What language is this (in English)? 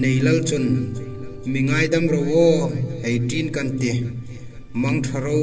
Hmar